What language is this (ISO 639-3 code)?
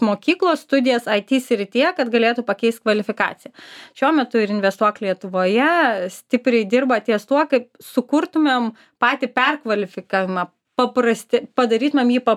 lit